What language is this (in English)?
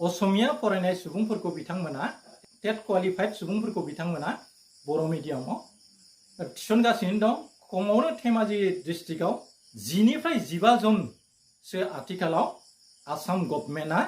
Bodo